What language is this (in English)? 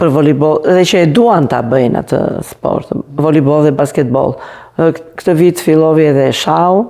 Albanian